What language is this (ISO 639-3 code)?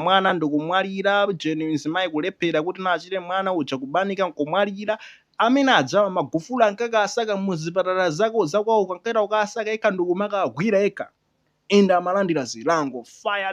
nya